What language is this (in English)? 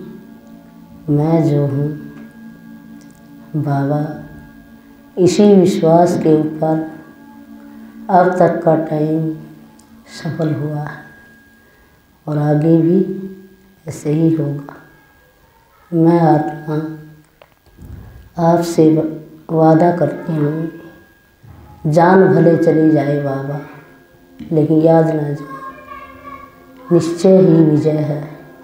Hindi